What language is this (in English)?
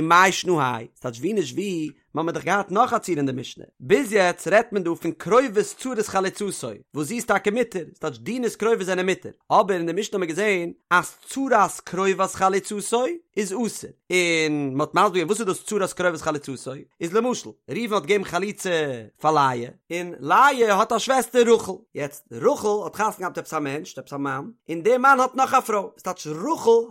Yiddish